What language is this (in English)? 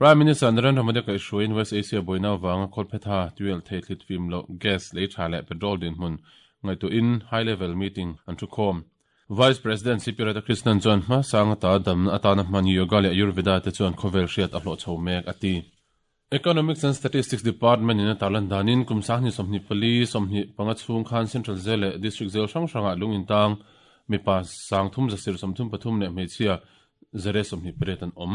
Mizo